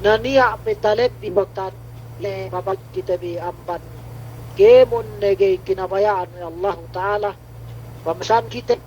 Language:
Yakan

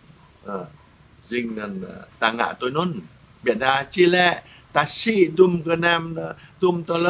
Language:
Jarai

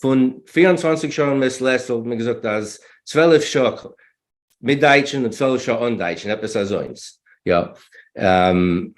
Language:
Yiddish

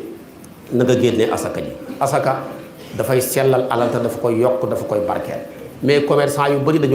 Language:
Wolof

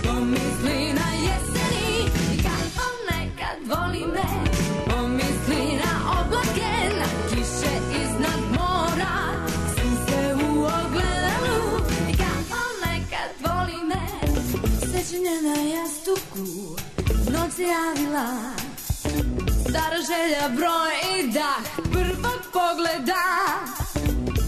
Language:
Serbian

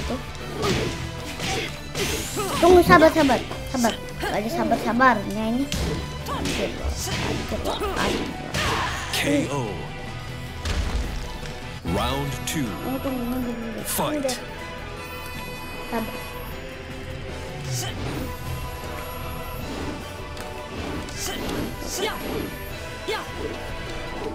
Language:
Indonesian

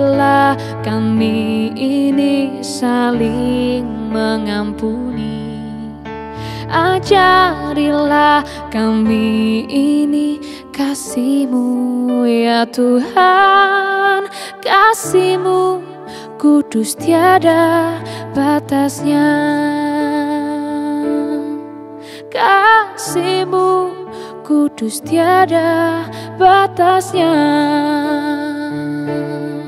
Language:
Indonesian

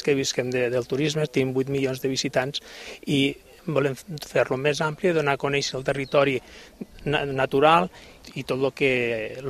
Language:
Catalan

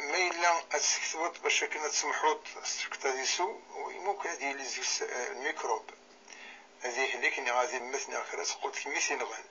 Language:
Kabyle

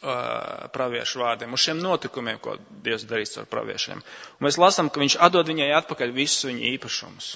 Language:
Latvian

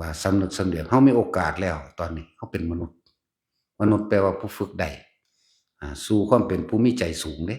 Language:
Lao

